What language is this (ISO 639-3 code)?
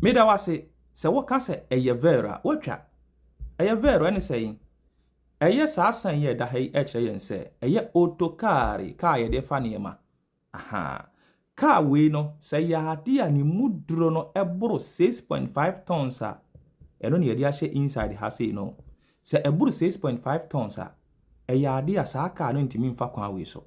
aka